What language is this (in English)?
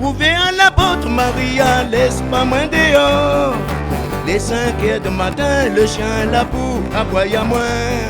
Réunion Creole French